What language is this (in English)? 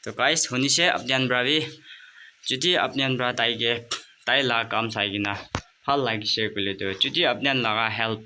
Naga Pidgin